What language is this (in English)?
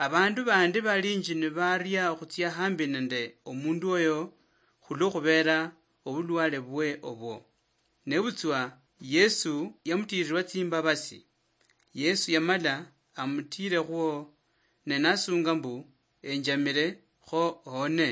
Luyia